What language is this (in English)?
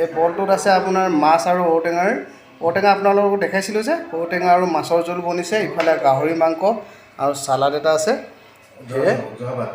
Assamese